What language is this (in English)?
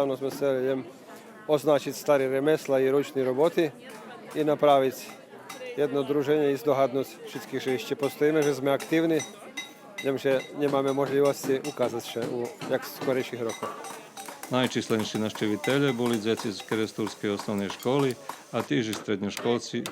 Rusyn